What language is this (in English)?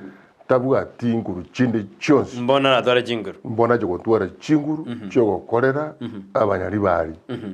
Gusii